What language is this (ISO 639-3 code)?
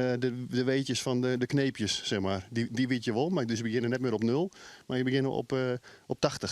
fry